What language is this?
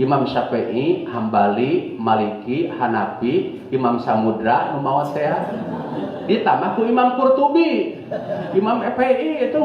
Sundanese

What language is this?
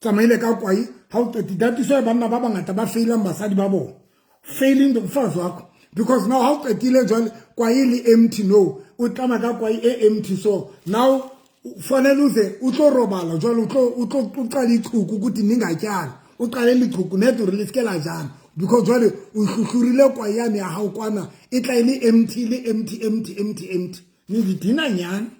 Southern Sotho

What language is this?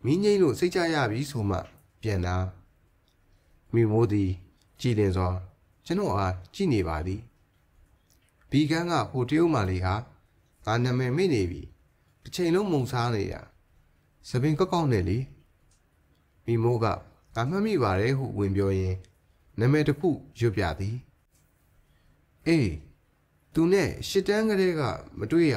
Burmese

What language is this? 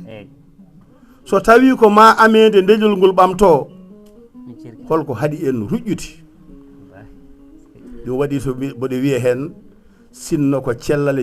Fula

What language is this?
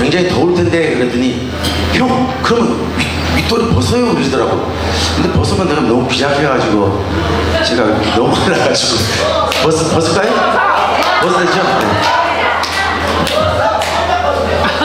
Korean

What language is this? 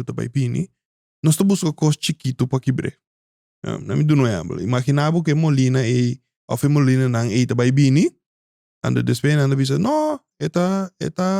Papiamento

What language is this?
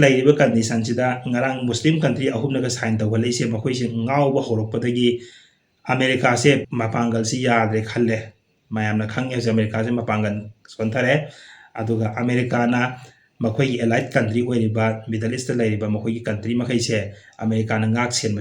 Manipuri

